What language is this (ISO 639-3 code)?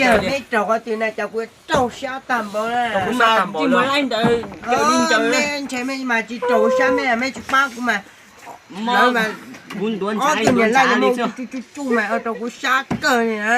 hmn